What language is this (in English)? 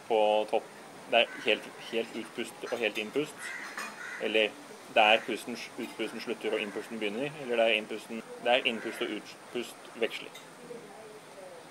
Norwegian